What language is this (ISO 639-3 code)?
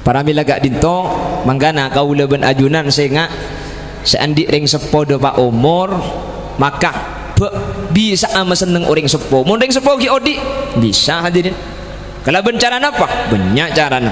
mad